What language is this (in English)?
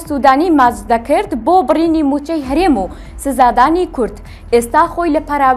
Central Kurdish